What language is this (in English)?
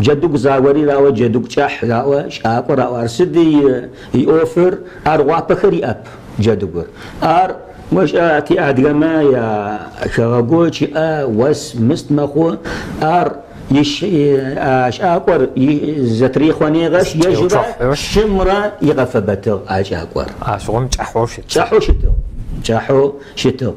Kabardian